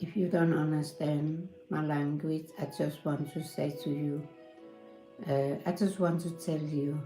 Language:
Kalaallisut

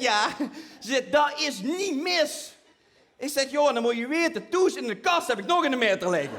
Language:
Limburgish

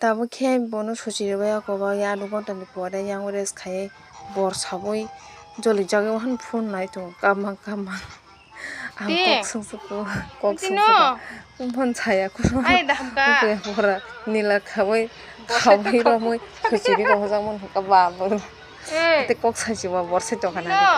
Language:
Kok Borok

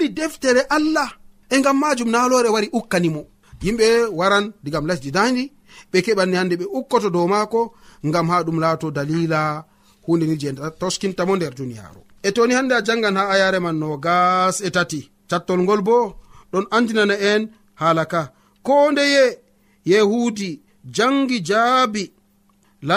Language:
Nigerian Fulfulde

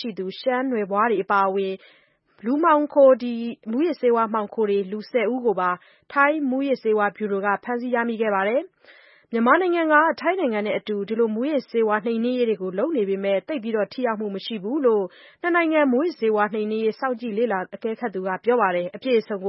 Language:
Burmese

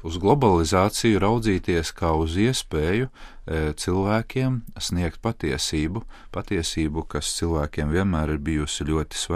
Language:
Latvian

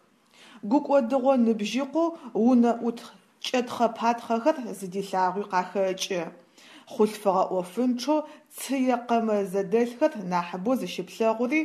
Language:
Adyghe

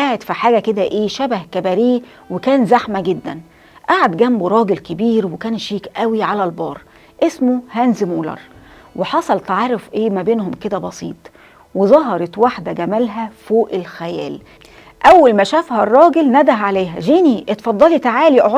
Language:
Egyptian Arabic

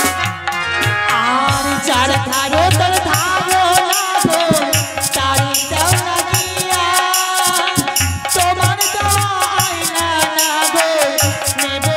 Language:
Bangla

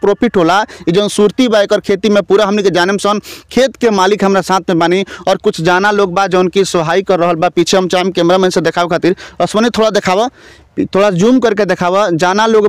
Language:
Bhojpuri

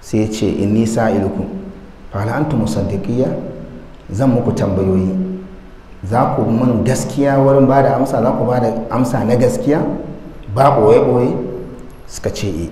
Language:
Hausa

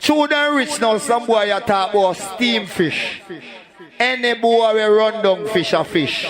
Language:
Jamaican Creole English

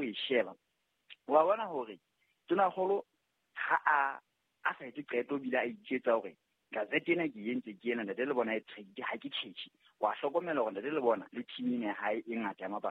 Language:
Southern Sotho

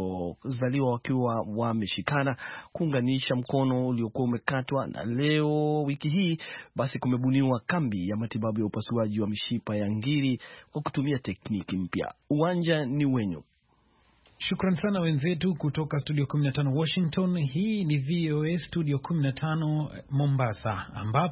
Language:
Swahili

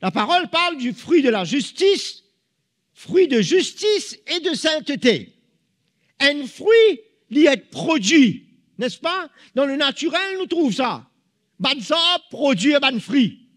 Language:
Morisyen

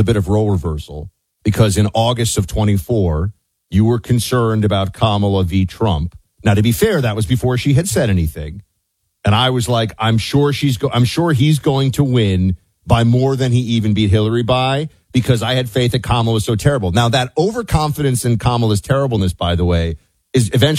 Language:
English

